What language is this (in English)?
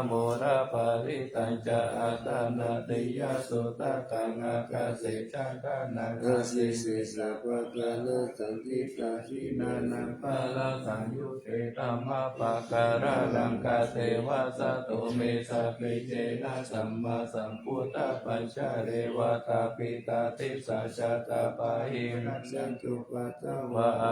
Pali